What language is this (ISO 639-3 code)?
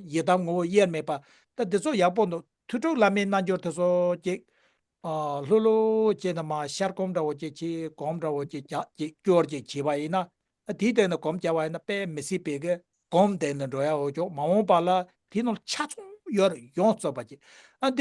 bod